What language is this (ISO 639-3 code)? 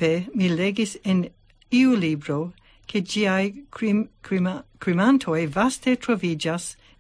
epo